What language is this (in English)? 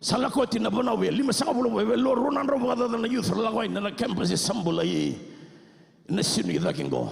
Fijian